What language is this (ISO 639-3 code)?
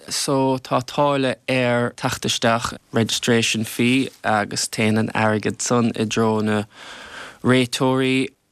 gle